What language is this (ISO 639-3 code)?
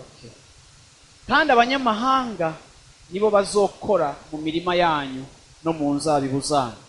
run